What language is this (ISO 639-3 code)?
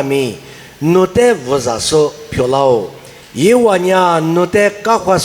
lis